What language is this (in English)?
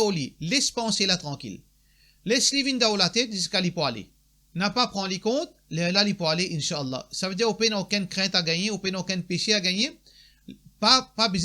Morisyen